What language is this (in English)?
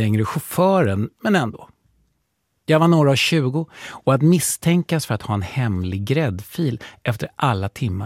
Swedish